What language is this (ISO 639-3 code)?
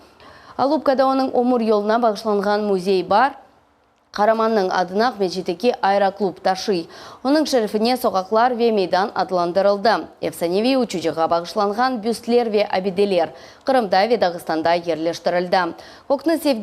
crh